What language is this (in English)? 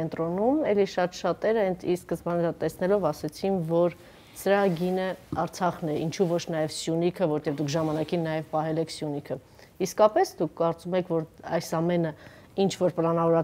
Armenian